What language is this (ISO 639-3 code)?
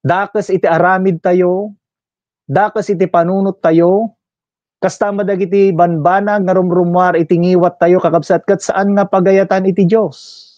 ilo